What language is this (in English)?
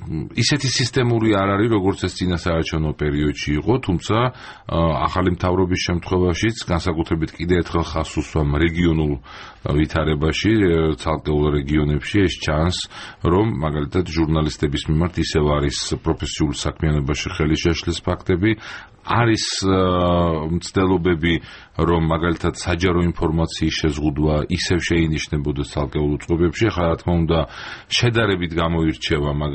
Georgian